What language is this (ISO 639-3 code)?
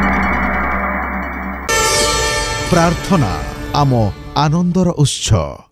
ori